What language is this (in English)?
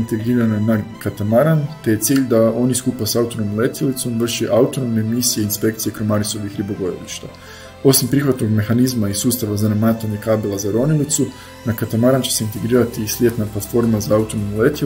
Croatian